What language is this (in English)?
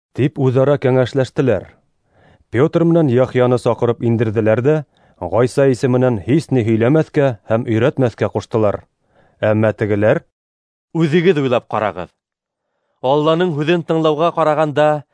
Bashkir